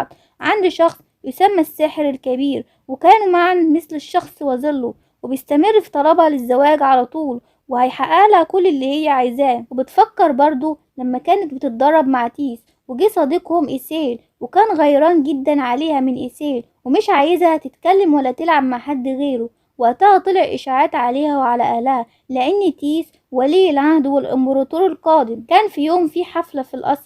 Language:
Egyptian Arabic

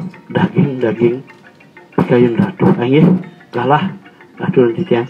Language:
Balinese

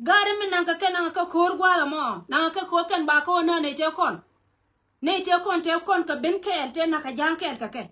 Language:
Nuer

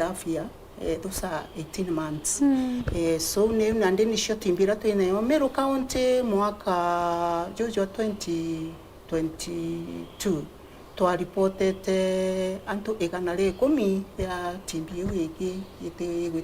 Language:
Meru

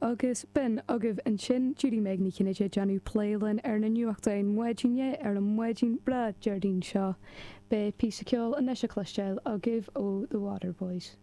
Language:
Irish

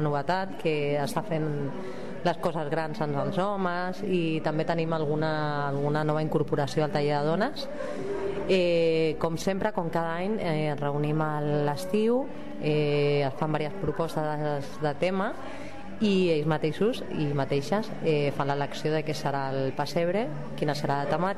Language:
Catalan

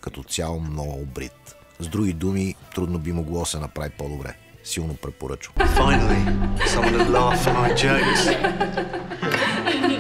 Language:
Bulgarian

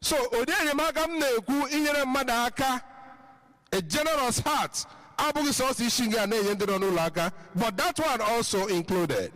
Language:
Igbo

